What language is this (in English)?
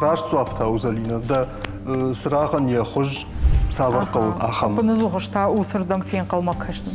Ossetic